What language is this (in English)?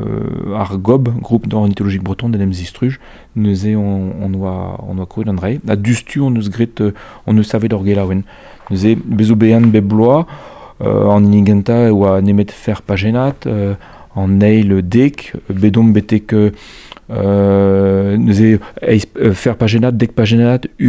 Breton